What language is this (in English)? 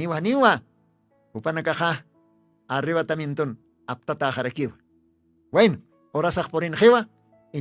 Aymara